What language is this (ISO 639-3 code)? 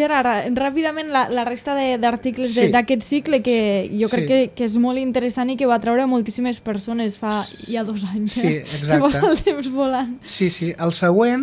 cat